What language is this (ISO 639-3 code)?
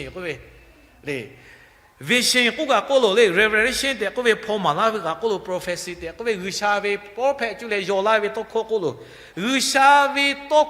lhu